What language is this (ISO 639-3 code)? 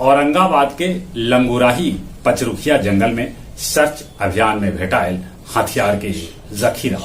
mag